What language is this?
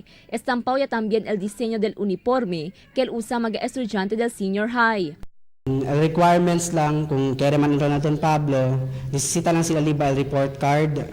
Chavacano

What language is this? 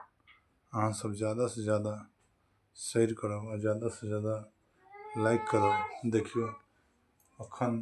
Maithili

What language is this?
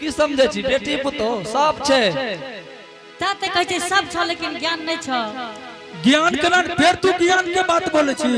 Angika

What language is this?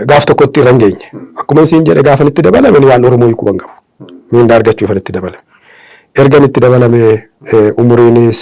Oromo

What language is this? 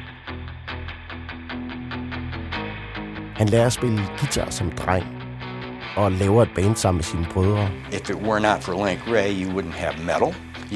Danish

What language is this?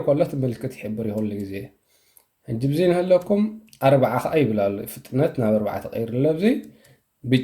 Tigrinya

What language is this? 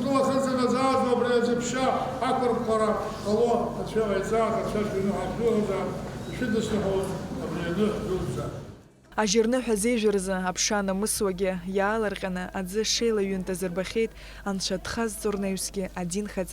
Abkhazian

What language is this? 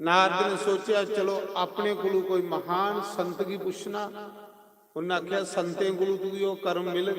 Dogri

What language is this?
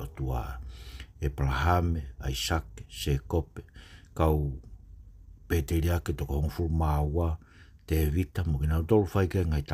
Tongan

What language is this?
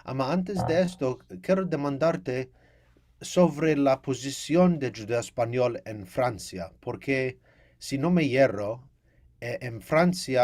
Ladino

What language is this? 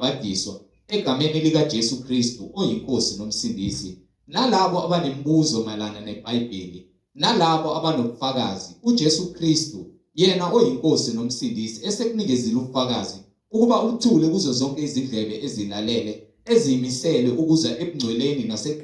Zulu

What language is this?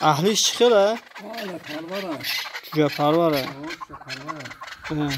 Tajik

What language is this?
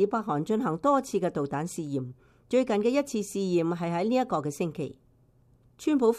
Cantonese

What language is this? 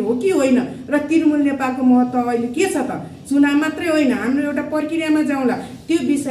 Nepali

